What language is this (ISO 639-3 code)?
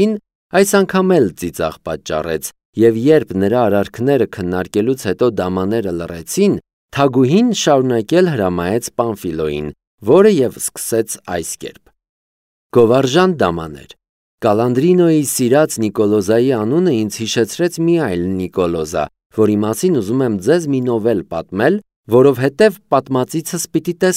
hye